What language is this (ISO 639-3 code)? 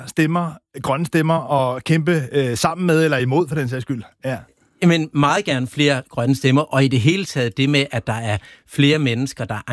dan